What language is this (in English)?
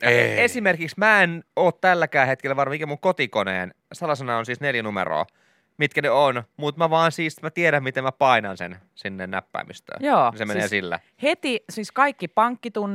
Finnish